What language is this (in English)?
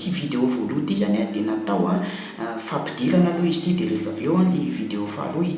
Malagasy